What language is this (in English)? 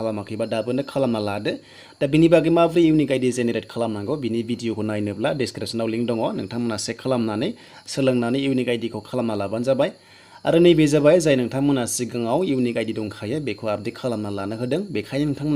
Bodo